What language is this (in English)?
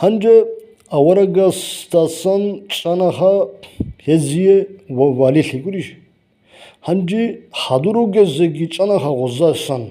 Avaric